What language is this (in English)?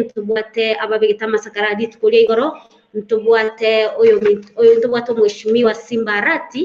Gusii